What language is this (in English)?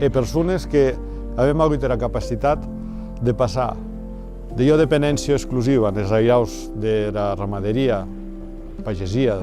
Occitan